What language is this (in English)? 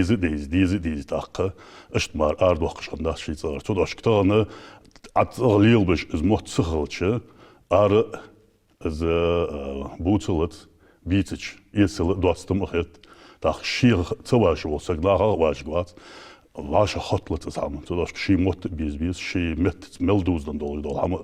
Ingush